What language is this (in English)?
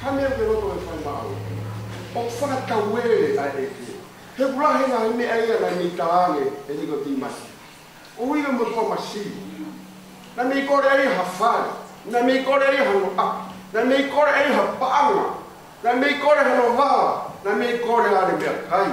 Tongan